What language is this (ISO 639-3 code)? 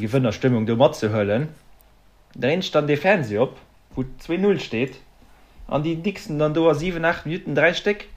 ltz